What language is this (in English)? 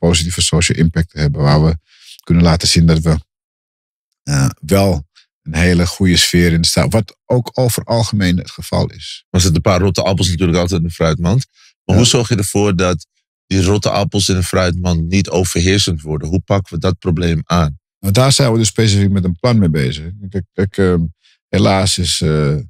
Dutch